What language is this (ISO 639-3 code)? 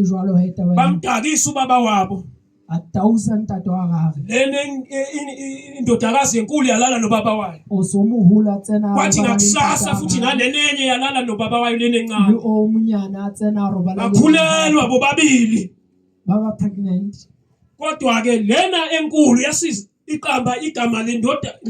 zul